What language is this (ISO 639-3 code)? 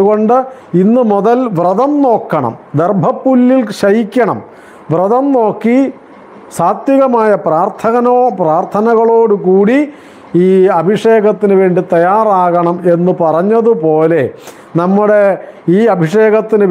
mal